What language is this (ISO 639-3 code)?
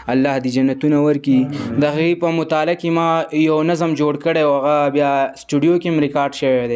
pus